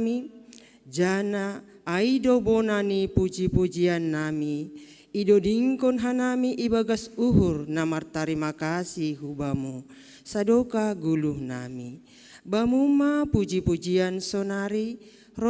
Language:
Batak Simalungun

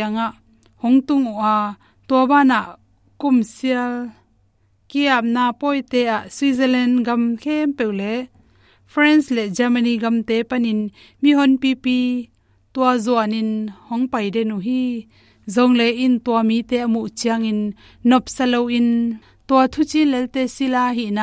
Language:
Tedim Chin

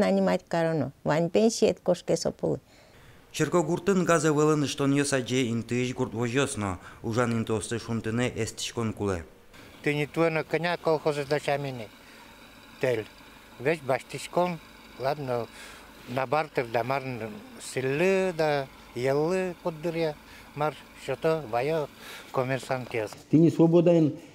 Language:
Udmurt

